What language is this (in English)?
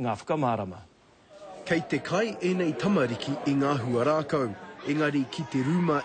Māori